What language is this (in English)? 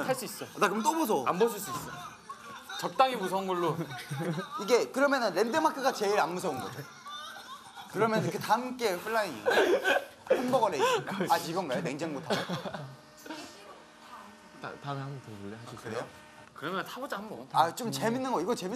Korean